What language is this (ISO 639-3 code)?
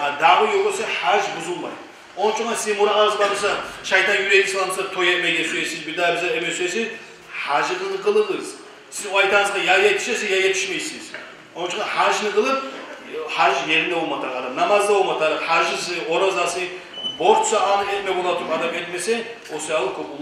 kum